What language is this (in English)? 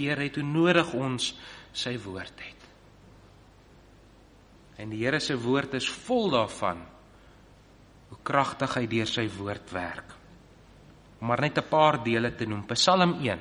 Afrikaans